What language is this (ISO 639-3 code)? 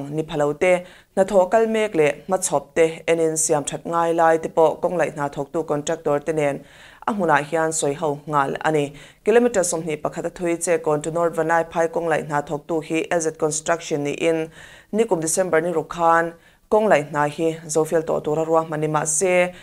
lus